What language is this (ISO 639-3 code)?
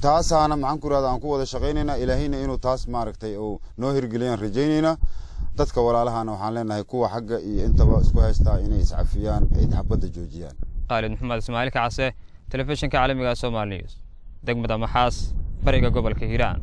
som